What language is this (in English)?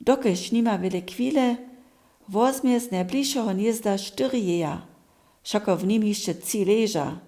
Upper Sorbian